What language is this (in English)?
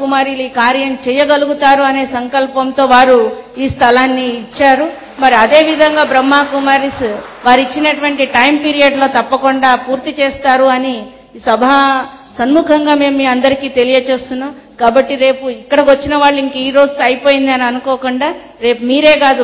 Telugu